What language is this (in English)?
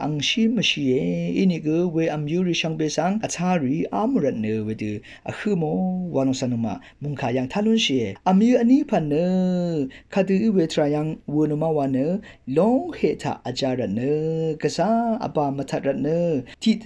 Rawang